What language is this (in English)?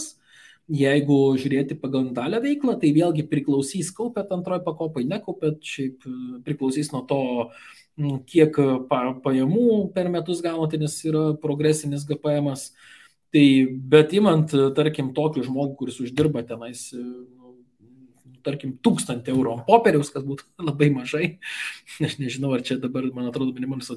Lithuanian